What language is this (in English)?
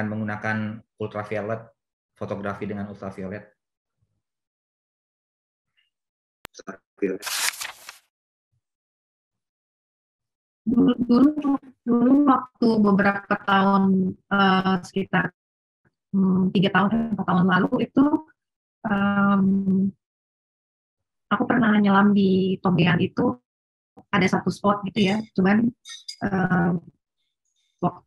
Indonesian